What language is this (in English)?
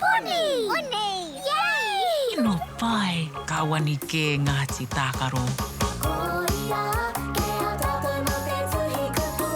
Māori